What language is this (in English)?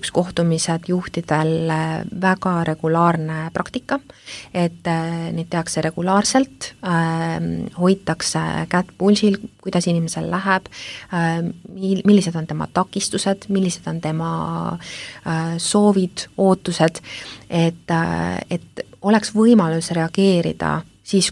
Estonian